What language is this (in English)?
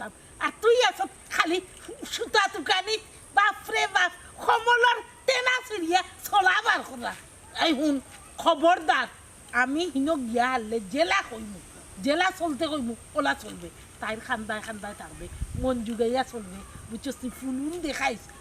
Sylheti